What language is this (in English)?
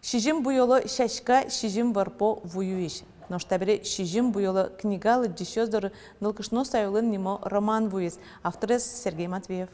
Udmurt